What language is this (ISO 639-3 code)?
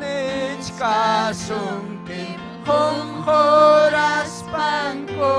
quy